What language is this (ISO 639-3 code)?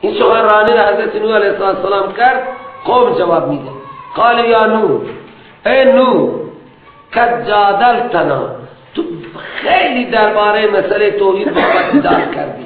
fas